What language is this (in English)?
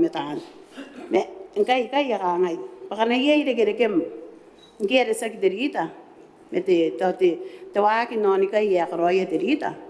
Gilbertese